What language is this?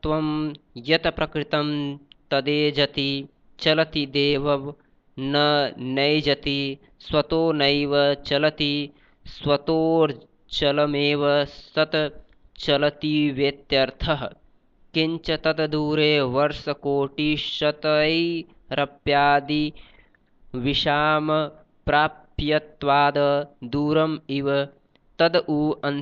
Sanskrit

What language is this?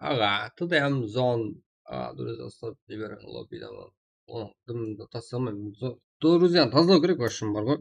Kara-Kalpak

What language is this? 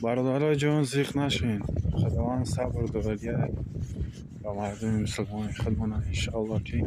Tajik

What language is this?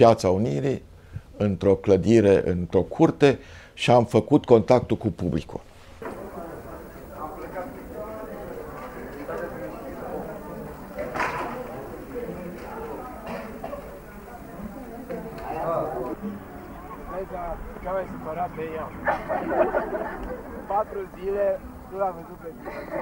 Romanian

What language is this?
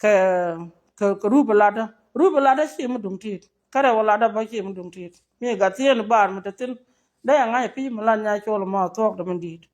Nuer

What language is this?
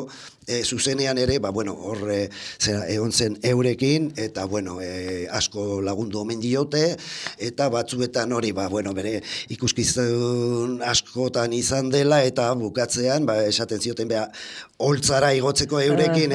Basque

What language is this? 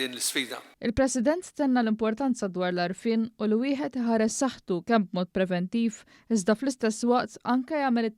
Maltese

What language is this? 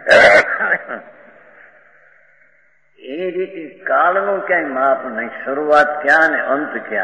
Gujarati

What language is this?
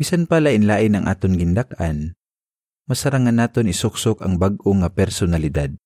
Hiligaynon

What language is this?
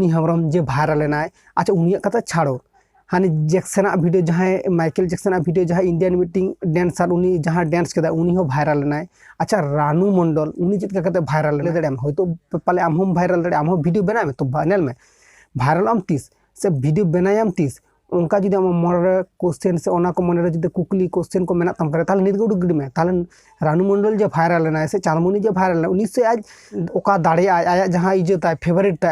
Santali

